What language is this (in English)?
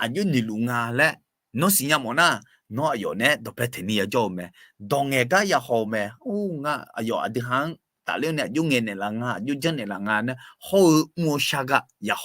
Akha